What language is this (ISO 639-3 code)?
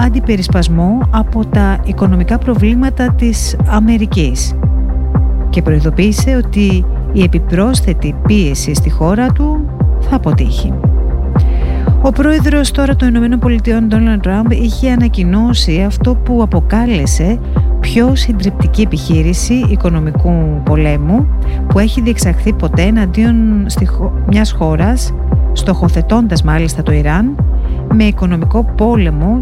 ell